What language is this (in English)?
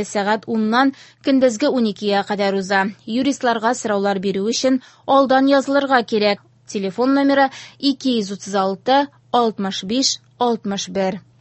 Tatar